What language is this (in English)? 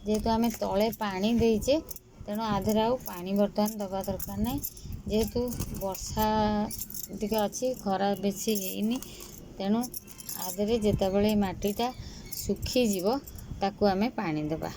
Odia